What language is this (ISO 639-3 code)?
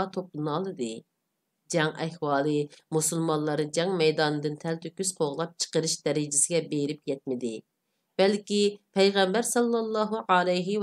uig